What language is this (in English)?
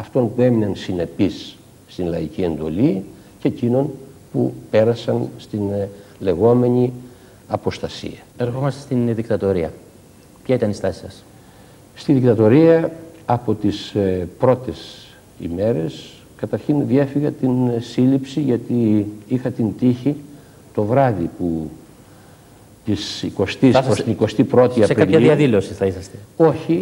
Greek